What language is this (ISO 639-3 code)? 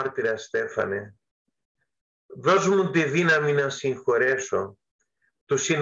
ell